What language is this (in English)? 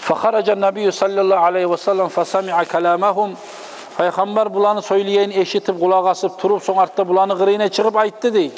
Kumyk